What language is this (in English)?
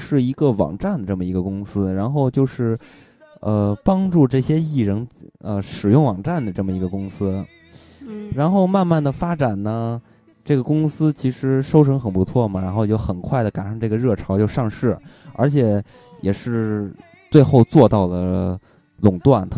Chinese